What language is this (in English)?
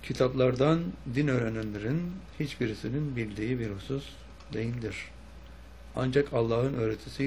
Turkish